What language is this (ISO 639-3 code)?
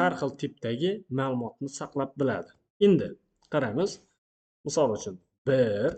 uzb